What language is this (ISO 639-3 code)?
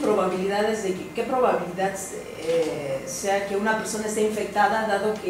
spa